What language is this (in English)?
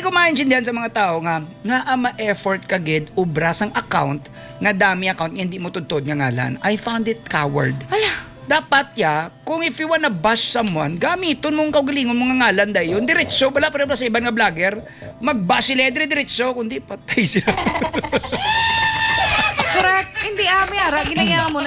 Hiligaynon